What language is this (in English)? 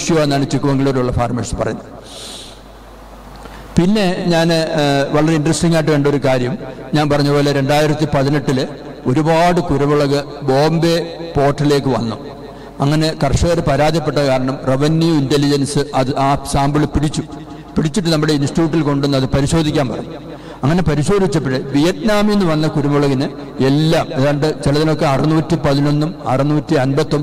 Malayalam